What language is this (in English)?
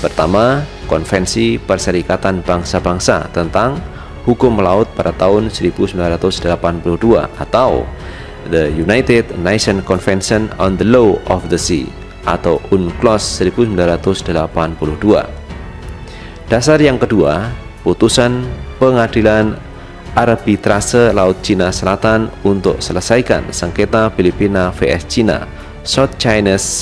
Indonesian